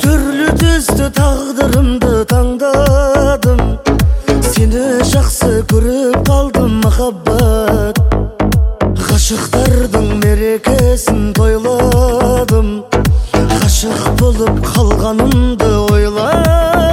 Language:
Kazakh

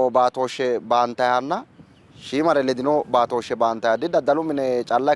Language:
Sidamo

